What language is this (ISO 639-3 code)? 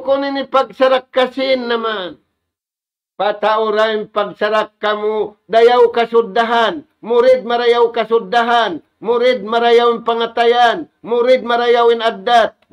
tsg